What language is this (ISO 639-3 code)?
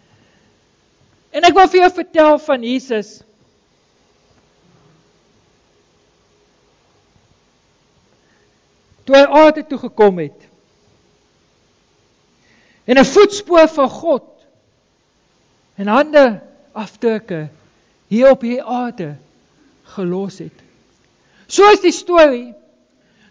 afr